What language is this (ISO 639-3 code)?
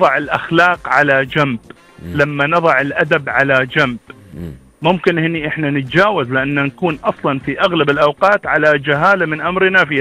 afb